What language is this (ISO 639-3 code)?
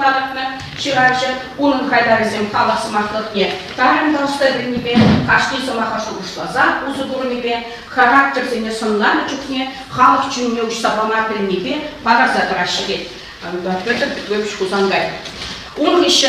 chv